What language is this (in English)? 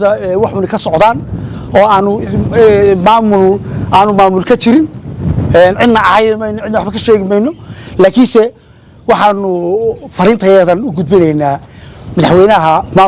Somali